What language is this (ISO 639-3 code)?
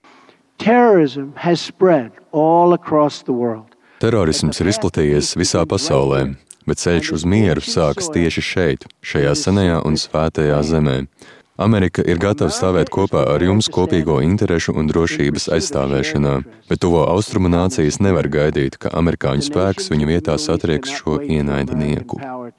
lav